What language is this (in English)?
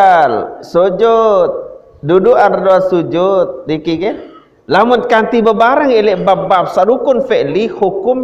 Sasak